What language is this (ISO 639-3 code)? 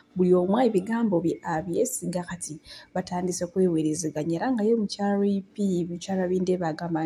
lug